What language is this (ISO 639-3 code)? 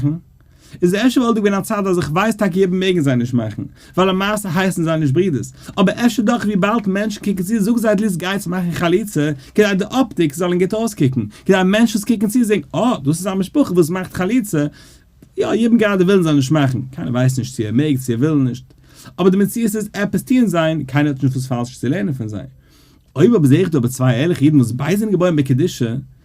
yid